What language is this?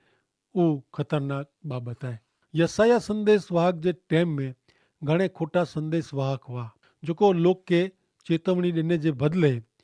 Kachhi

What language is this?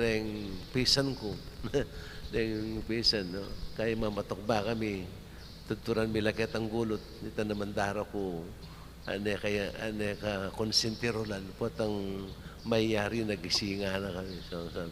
Pampanga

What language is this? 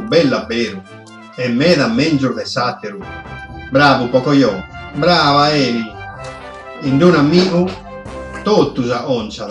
Sardinian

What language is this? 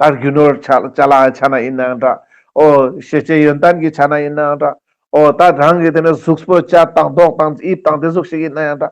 Ladakhi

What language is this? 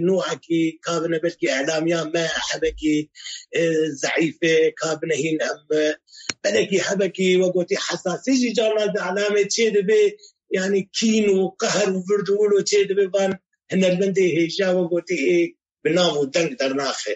Kurdish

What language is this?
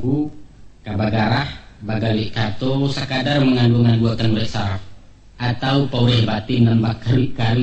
Minangkabau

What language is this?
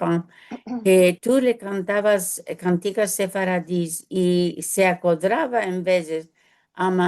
Ladino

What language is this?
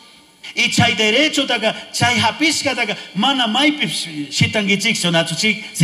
Chimborazo Highland Quichua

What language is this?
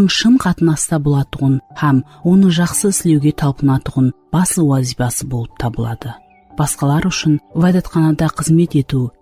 Kara-Kalpak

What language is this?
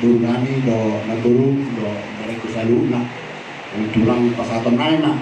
Batak Toba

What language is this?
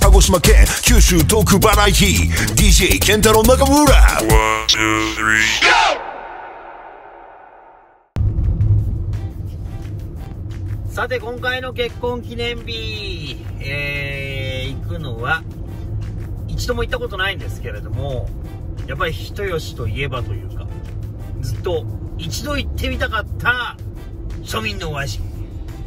Japanese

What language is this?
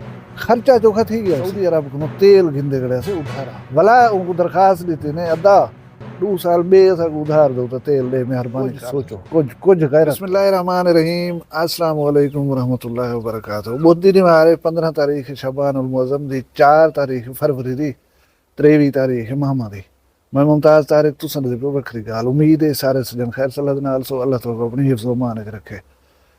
Saraiki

